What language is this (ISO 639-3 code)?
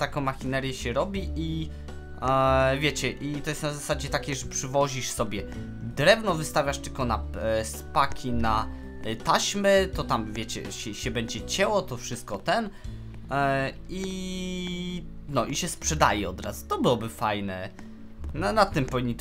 pol